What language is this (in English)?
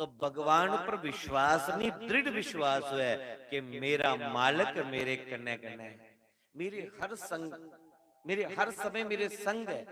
Dogri